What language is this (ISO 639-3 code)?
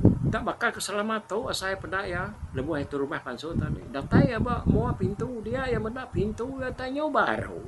iba